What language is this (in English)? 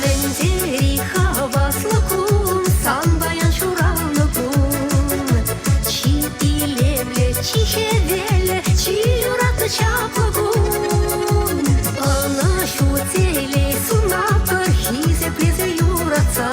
Chuvash